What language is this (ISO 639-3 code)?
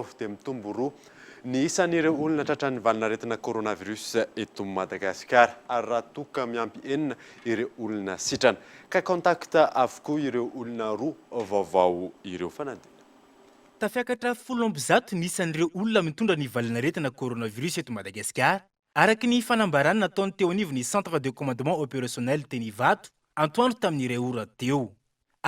mlg